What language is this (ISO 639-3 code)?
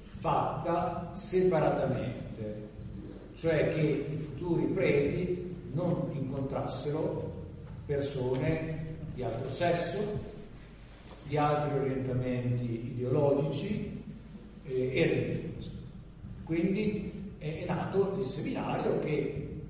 ita